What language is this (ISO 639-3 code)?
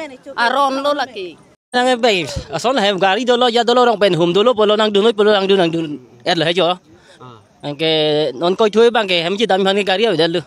mjw